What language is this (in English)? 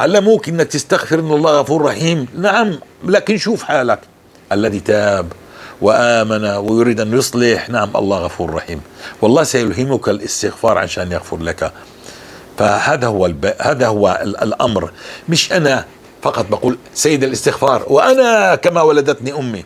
North Levantine Arabic